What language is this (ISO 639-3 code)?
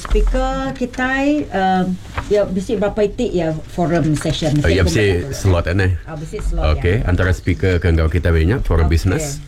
iba